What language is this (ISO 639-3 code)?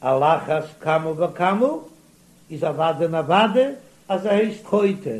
yid